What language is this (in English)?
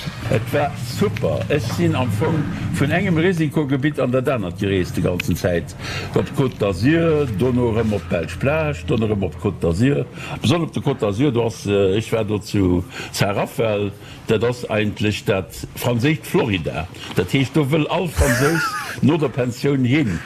Luxembourgish